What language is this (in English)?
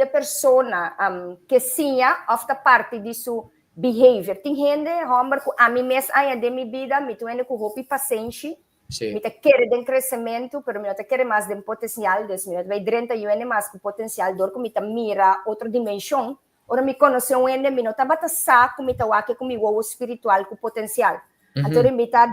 Papiamento